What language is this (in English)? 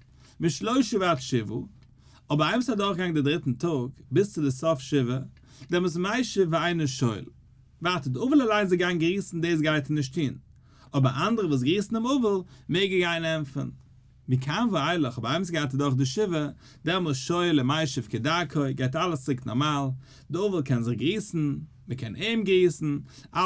Yiddish